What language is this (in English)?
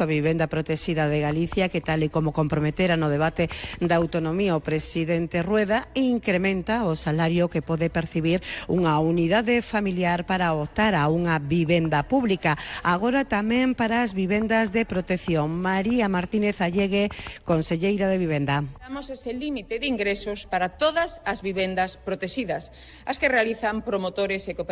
Galician